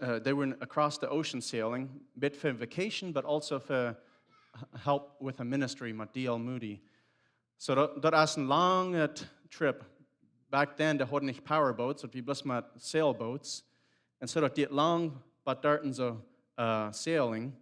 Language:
Plautdietsch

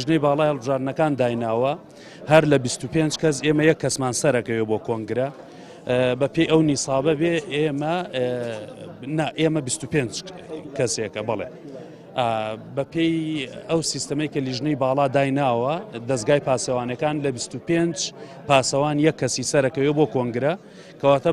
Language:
Central Kurdish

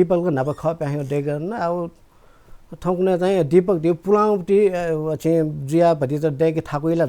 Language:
Newari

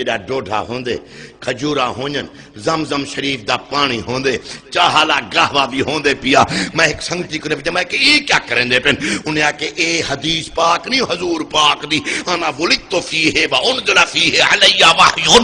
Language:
Saraiki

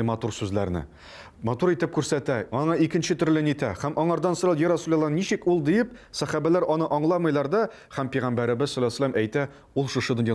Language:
Tatar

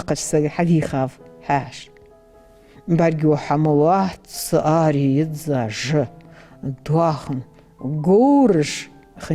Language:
Ingush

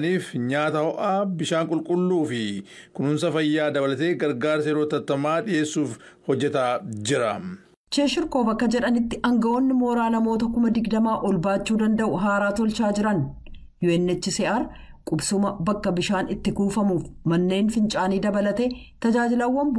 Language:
Oromo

